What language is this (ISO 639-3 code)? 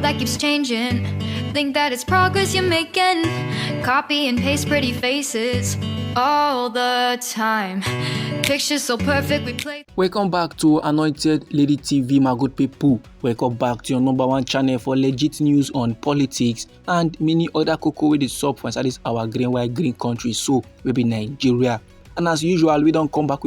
pcm